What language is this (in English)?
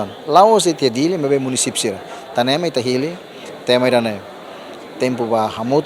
Tetum